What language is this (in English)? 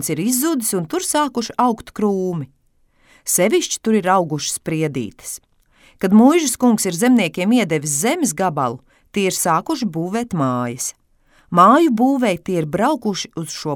Latvian